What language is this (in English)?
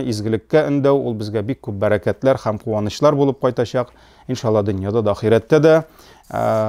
Tatar